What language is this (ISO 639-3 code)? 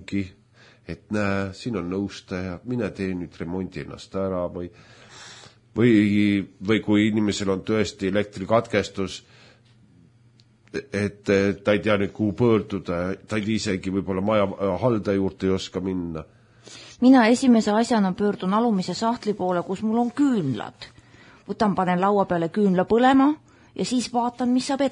est